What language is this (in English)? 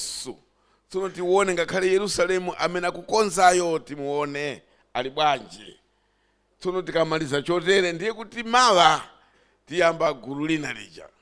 Nyanja